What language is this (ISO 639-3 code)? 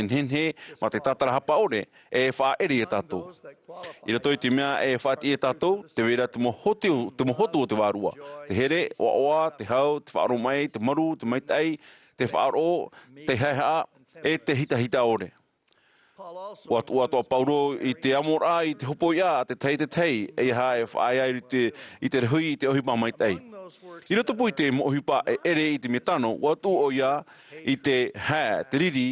tah